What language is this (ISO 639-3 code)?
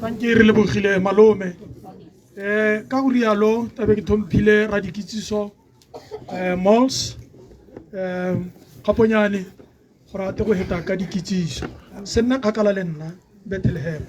tsn